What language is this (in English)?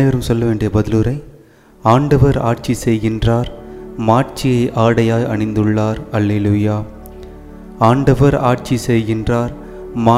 Tamil